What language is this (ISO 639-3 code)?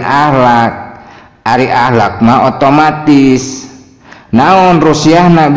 sun